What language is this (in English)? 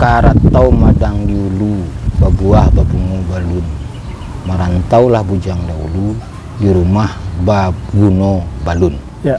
Minangkabau